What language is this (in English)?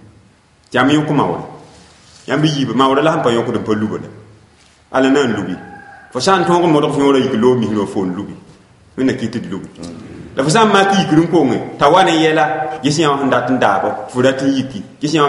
Mossi